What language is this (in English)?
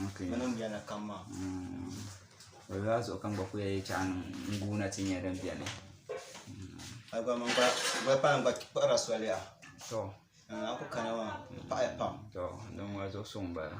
Dagbani